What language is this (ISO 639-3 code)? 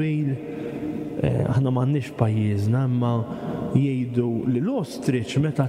mlt